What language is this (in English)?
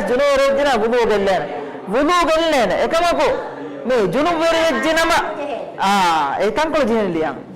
Divehi